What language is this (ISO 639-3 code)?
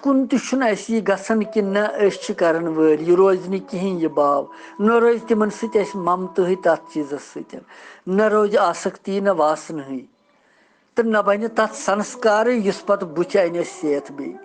kas